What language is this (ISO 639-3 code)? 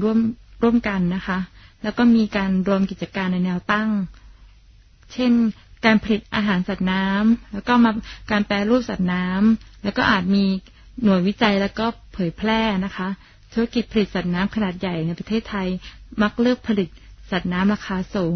tha